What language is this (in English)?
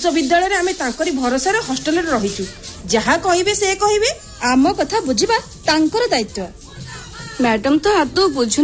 Odia